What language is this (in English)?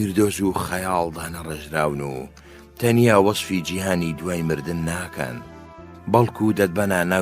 Central Kurdish